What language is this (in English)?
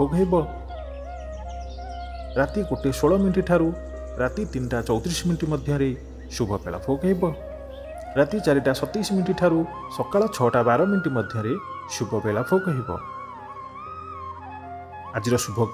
Odia